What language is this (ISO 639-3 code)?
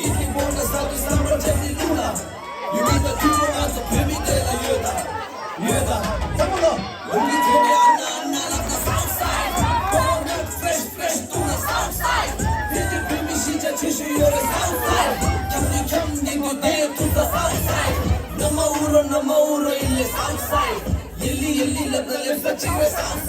bod